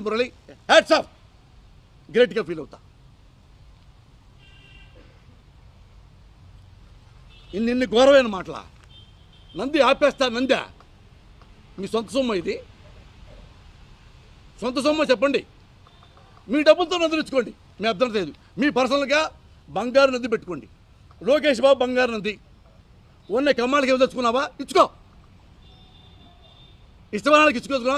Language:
Telugu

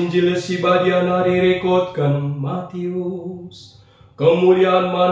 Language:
Batak Karo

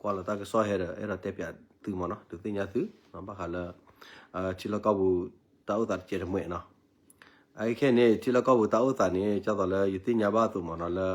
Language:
S'gaw Karen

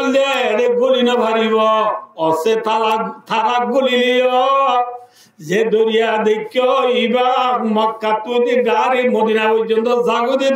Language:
Rohingya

